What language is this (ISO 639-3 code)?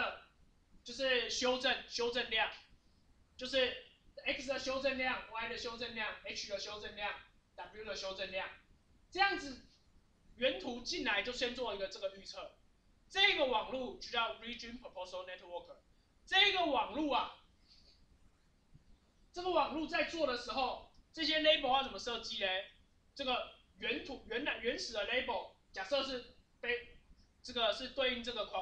zho